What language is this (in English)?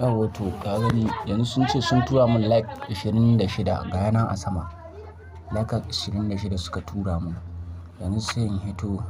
Hausa